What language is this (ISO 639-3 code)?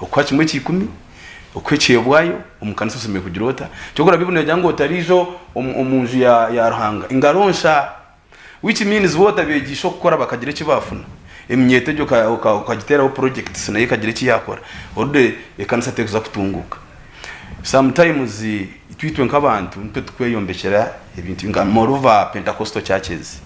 nyn